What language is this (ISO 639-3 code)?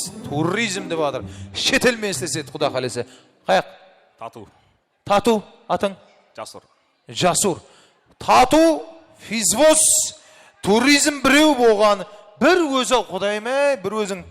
kaa